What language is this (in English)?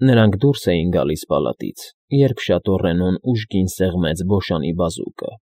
Armenian